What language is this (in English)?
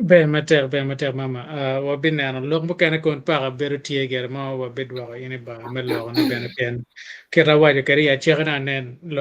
Acoli